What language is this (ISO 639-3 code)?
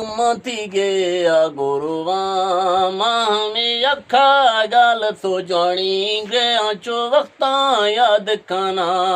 bgp